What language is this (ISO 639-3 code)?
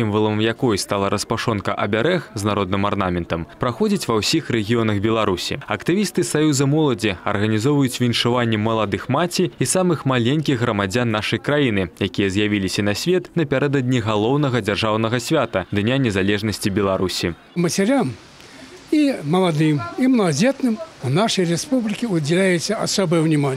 bel